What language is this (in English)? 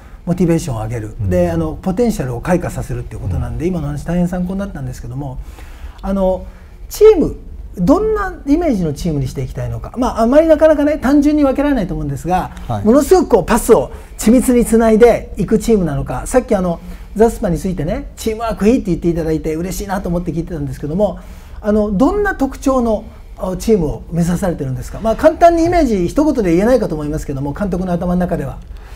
Japanese